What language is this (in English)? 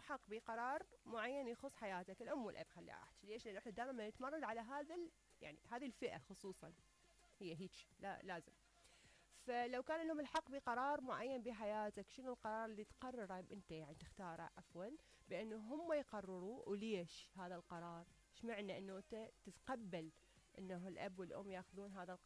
Mesopotamian Arabic